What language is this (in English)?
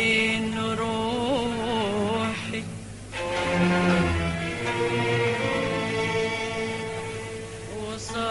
Egyptian Arabic